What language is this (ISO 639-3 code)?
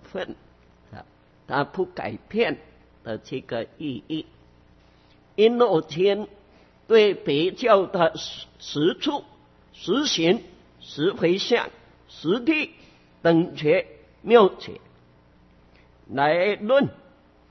zho